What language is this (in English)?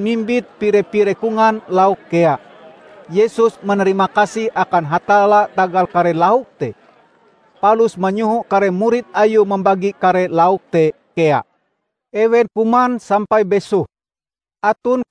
Ngaju